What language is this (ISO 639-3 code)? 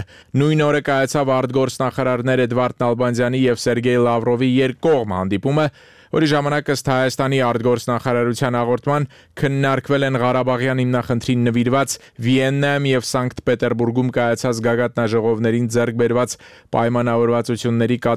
hye